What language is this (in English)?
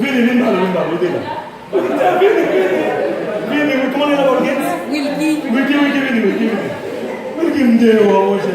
Haitian Creole